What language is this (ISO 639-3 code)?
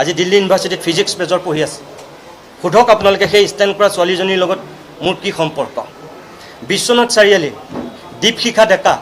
asm